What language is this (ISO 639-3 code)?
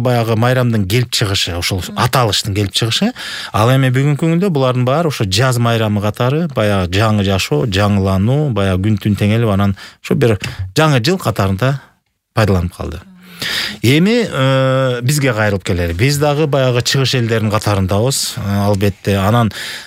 kir